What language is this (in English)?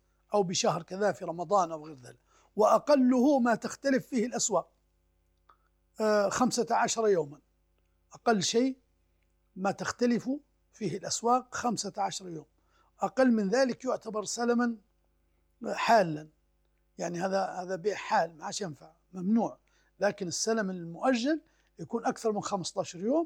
Arabic